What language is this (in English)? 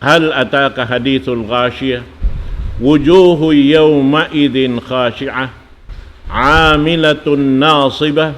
Tausug